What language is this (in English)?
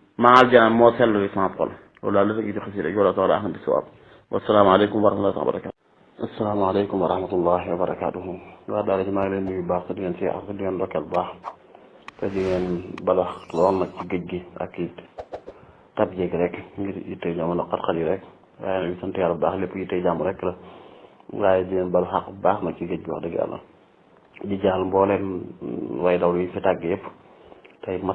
Wolof